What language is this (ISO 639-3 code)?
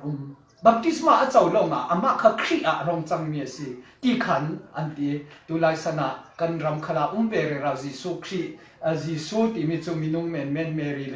cfm